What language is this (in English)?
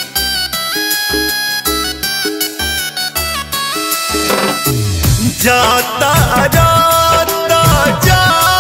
Bhojpuri